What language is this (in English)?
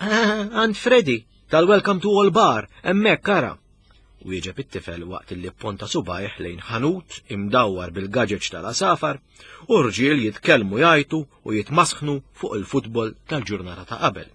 Maltese